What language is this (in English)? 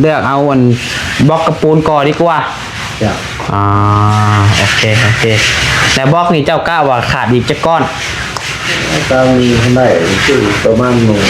Northeastern Thai